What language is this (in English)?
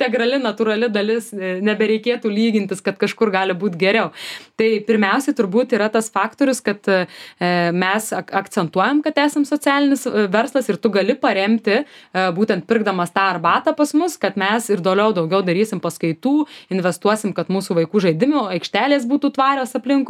Lithuanian